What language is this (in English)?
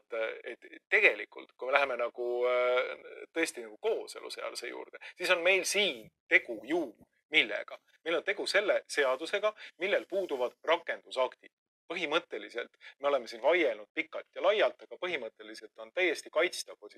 Estonian